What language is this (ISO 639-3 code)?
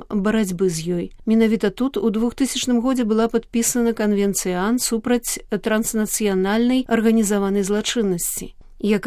bel